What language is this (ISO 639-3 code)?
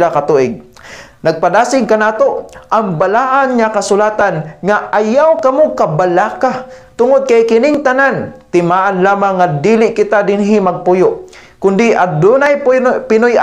ceb